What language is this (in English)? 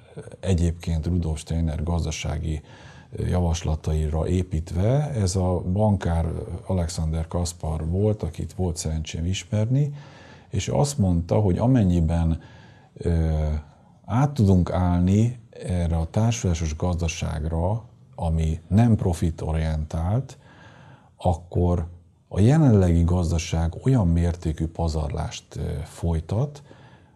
Hungarian